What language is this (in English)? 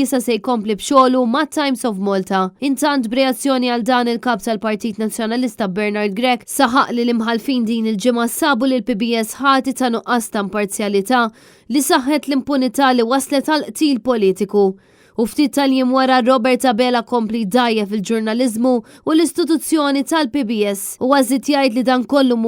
Maltese